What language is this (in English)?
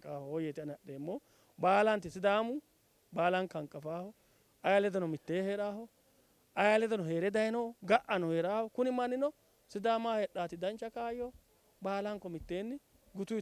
Sidamo